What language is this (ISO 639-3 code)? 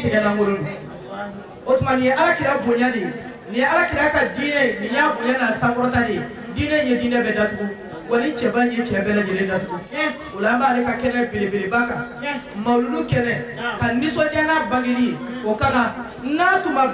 bam